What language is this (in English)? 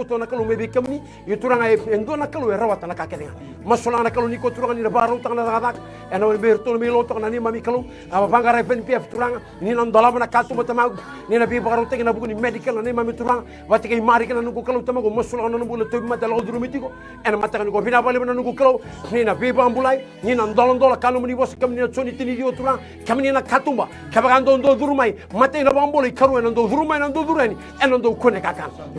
Fijian